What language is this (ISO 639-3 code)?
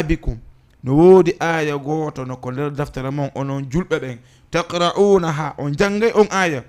ful